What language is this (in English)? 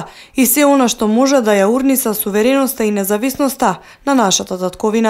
Macedonian